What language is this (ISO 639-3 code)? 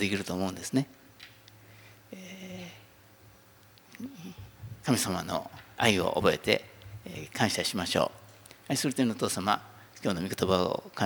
jpn